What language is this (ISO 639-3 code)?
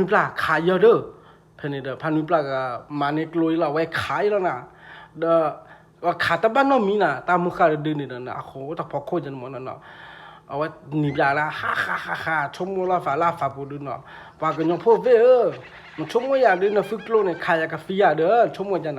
ksw